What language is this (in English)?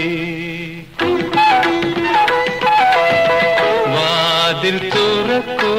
Malayalam